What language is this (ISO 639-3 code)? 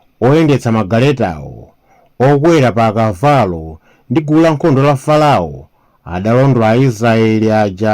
nya